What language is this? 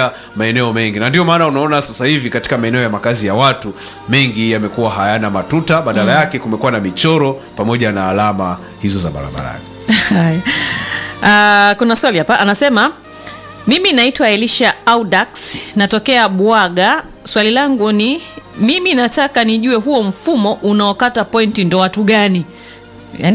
Swahili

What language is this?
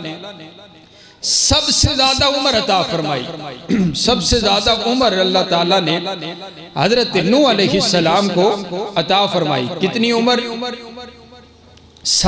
Urdu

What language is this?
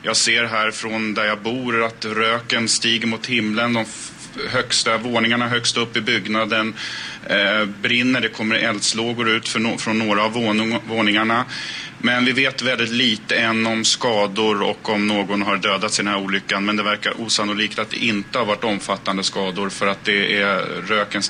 Swedish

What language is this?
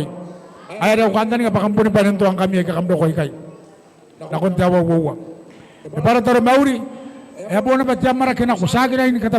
Gilbertese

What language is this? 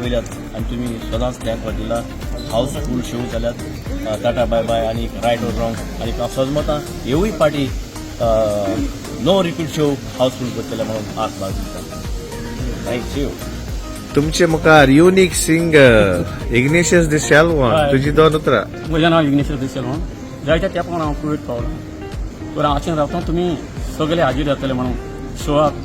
Konkani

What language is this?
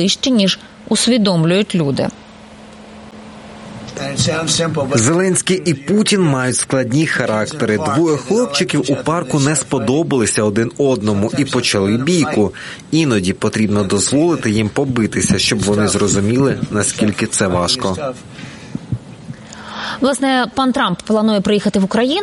Ukrainian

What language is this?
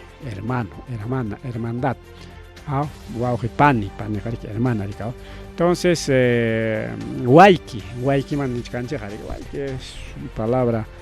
Ayacucho Quechua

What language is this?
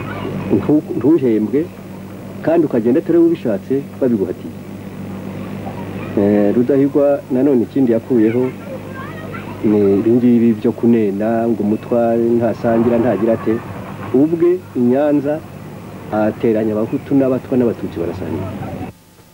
Kinyarwanda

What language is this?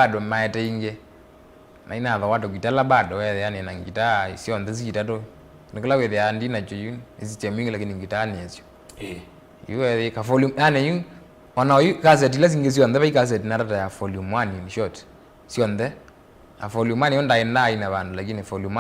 Kamba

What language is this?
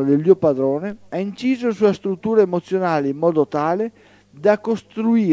Italian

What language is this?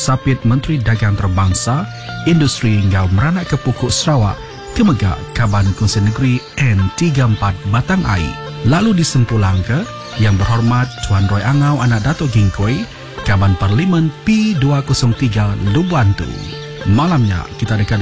Iban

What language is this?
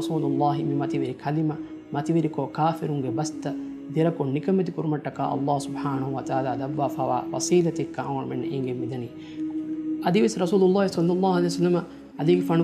Divehi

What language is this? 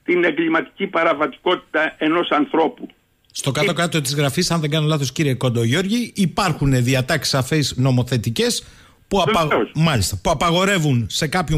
Greek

